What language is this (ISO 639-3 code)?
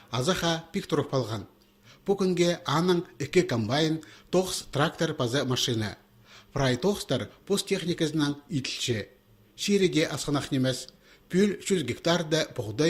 kjh